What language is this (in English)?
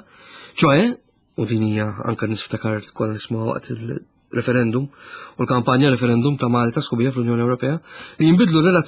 Maltese